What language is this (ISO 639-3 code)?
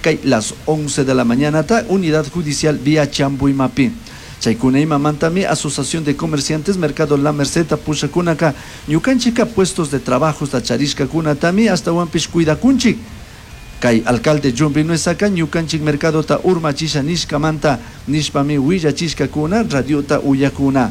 qug